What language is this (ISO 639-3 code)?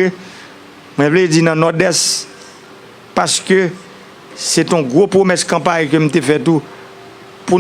hat